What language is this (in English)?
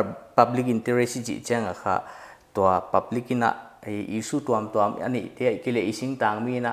Paite Chin